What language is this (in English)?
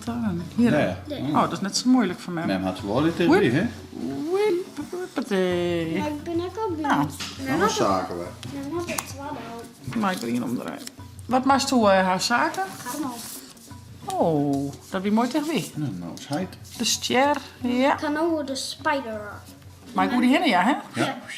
Western Frisian